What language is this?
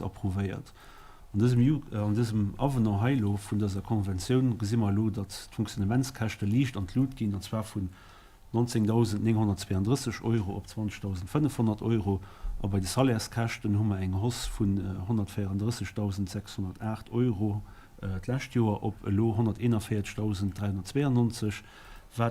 Luxembourgish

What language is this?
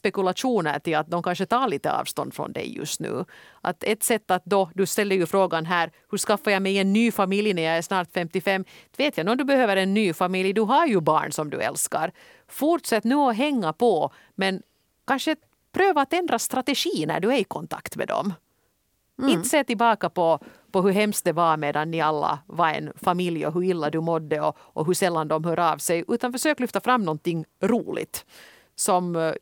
Swedish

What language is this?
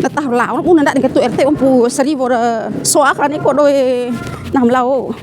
Bima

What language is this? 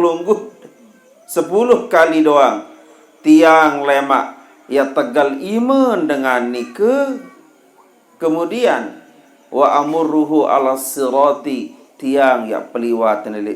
Sasak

